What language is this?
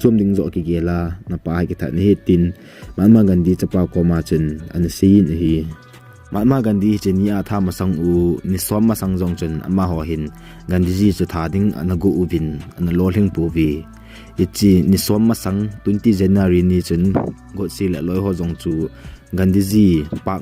Thado Chin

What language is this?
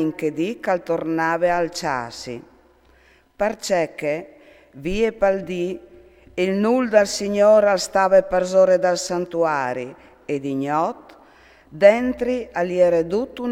Friulian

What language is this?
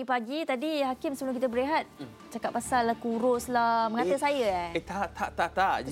Malay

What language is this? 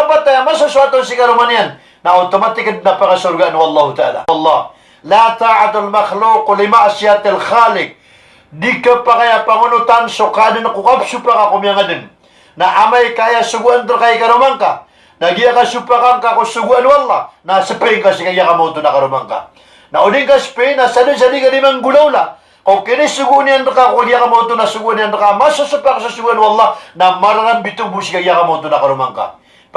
Maranao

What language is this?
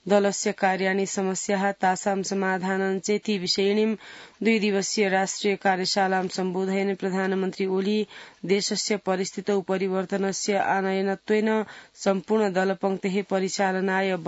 Sanskrit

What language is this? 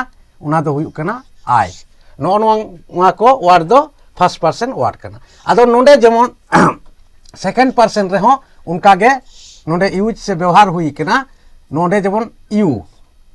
Santali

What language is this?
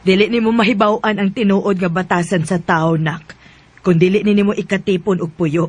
Cebuano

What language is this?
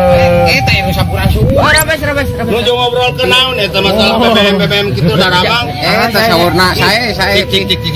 Sundanese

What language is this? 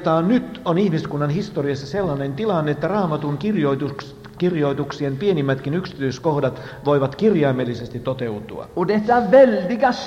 Finnish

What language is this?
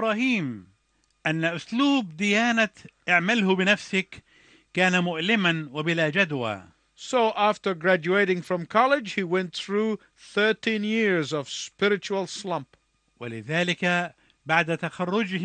Arabic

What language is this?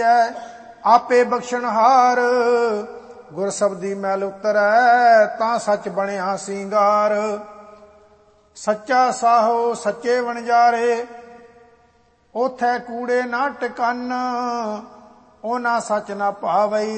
Punjabi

